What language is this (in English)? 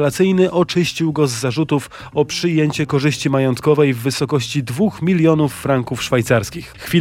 Polish